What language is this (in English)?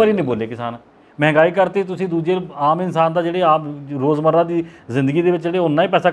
Punjabi